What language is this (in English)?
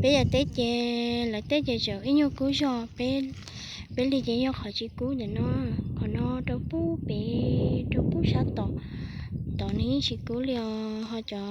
Hmong